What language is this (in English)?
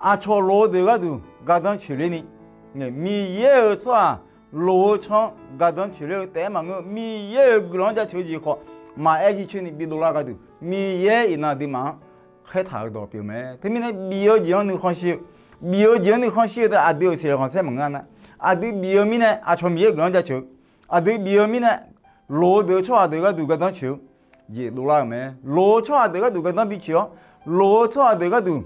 Akha